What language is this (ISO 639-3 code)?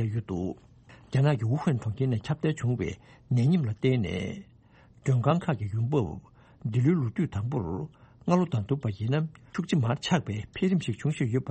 bod